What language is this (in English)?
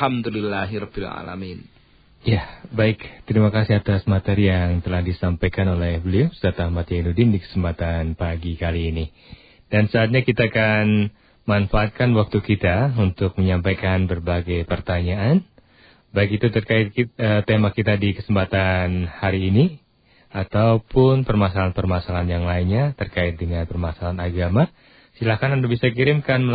Indonesian